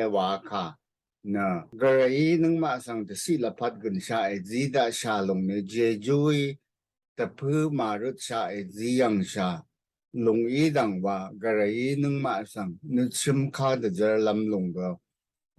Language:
Rawang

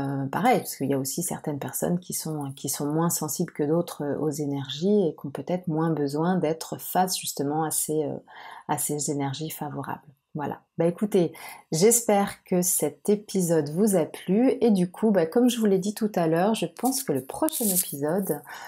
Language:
French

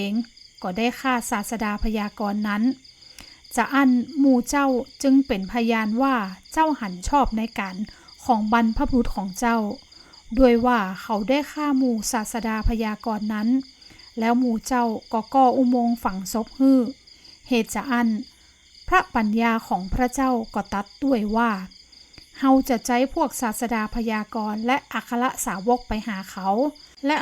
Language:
Northern Thai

